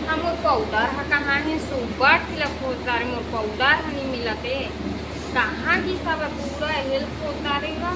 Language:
Chhattisgarhi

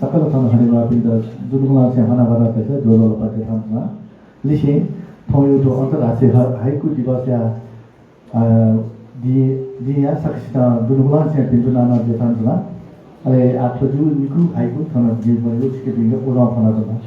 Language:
Newari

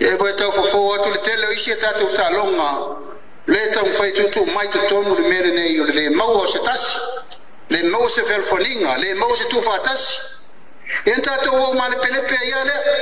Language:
Samoan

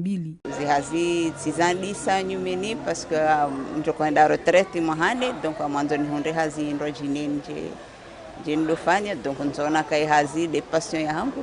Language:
Ngazidja Comorian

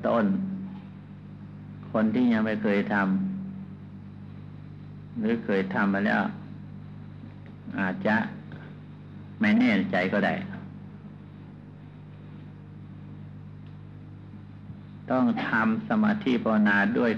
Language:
Thai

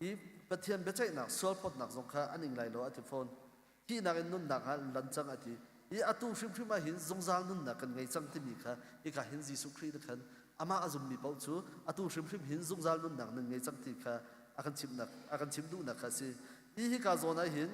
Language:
Hakha Chin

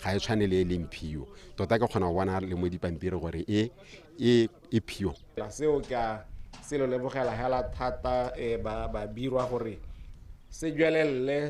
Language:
Tswana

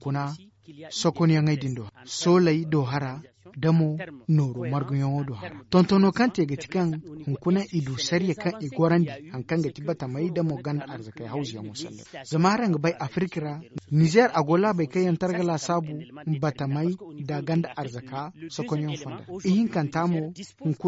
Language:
Zarma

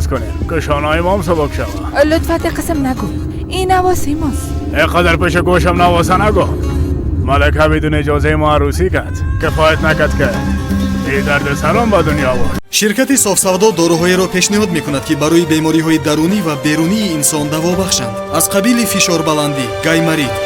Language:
Persian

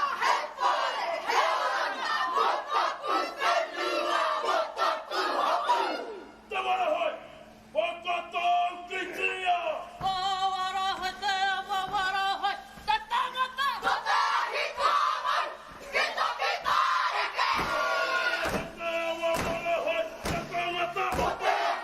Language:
Māori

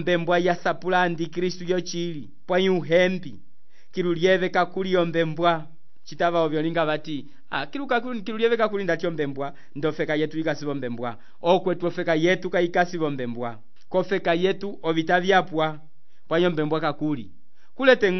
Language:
Umbundu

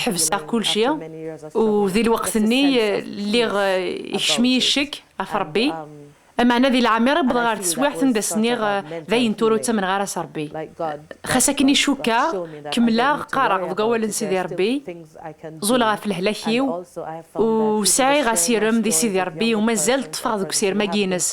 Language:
Kabyle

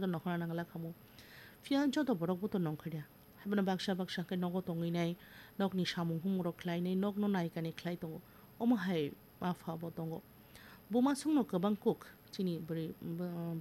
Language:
Kok Borok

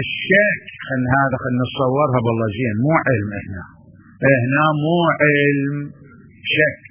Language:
Mesopotamian Arabic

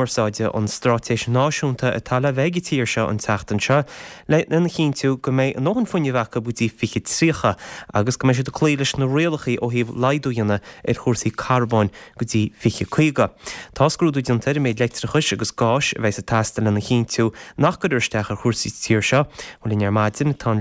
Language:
Irish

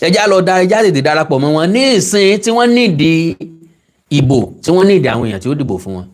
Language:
Yoruba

